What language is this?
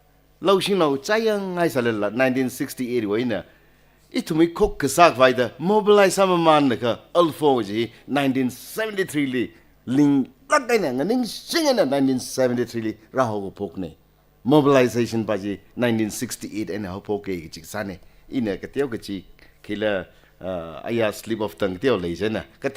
Tangkhul Naga (India)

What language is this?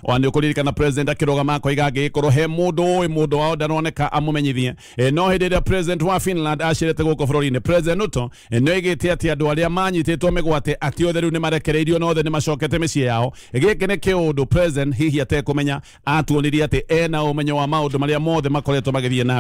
Kikuyu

